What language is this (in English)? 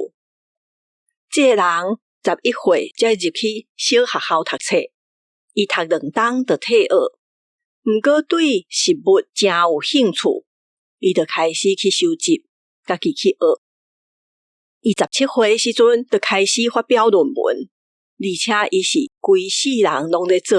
Min Nan Chinese